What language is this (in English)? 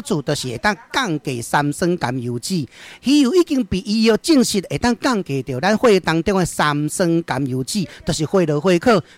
Min Nan Chinese